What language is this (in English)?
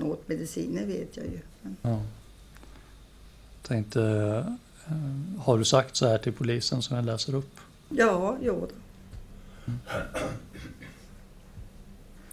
Swedish